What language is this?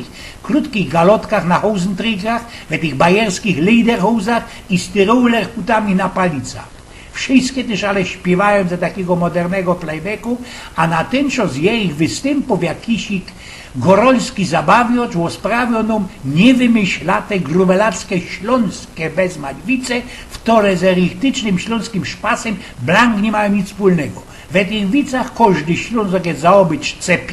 Silesian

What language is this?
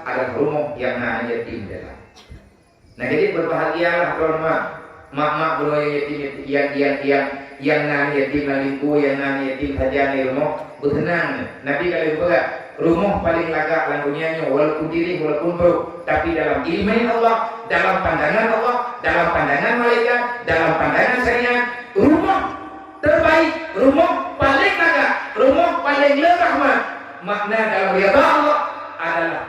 Achinese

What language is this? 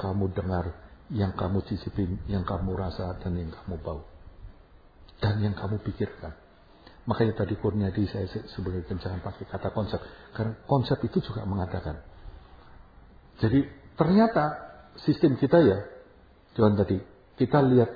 Indonesian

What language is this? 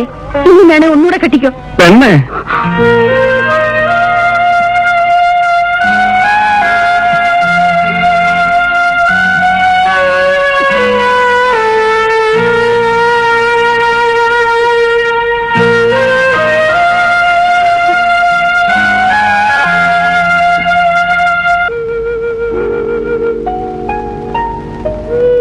Malayalam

